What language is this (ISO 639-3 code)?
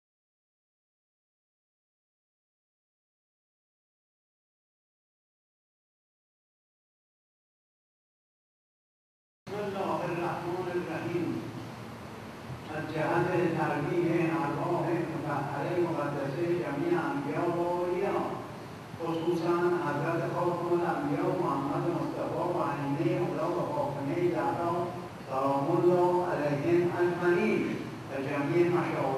fas